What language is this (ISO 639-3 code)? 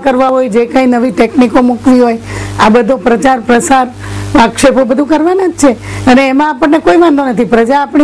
guj